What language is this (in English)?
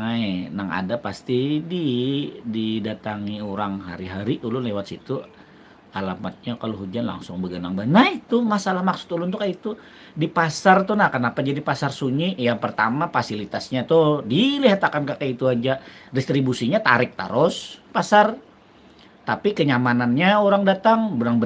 Banjar